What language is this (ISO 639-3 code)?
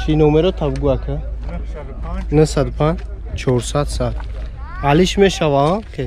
tgk